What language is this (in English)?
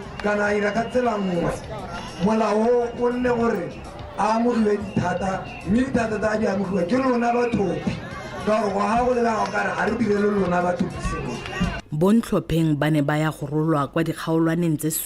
Tswana